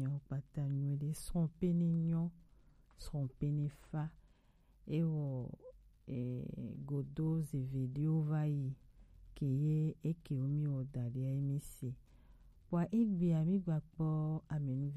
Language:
Gen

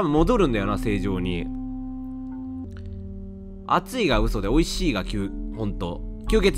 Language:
Japanese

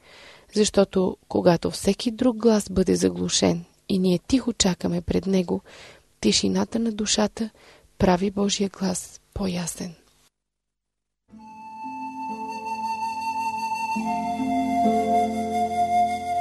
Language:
Bulgarian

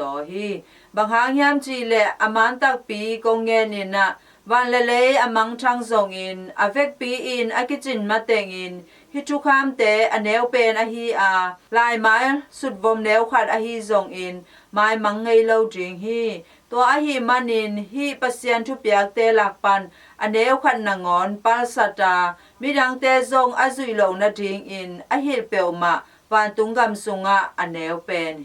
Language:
Tedim Chin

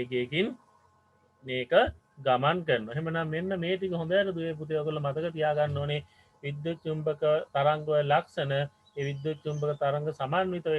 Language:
Sinhala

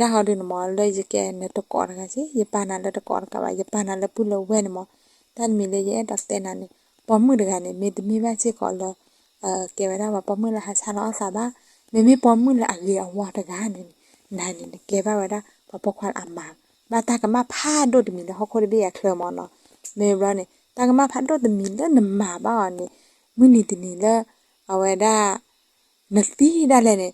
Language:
S'gaw Karen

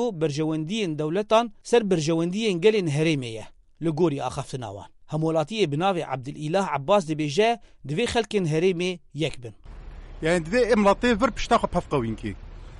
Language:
Kurdish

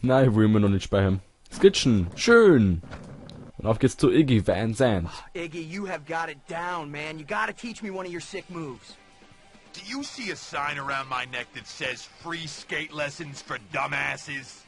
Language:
Bavarian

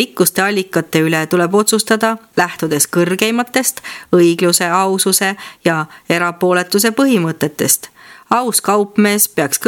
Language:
Estonian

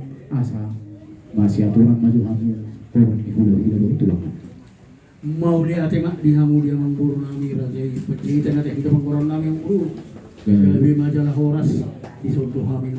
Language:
Batak Toba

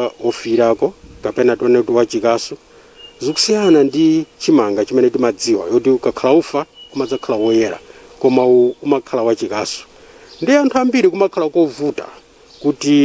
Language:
Nyanja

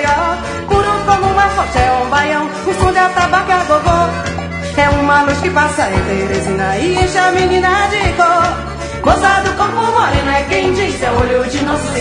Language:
Portuguese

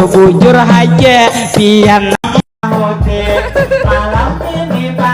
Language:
Banjar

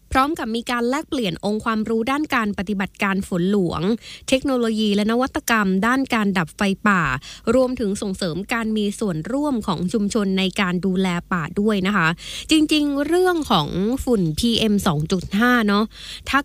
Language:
Thai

